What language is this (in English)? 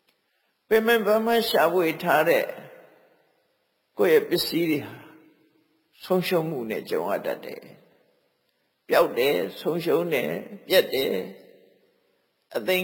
Burmese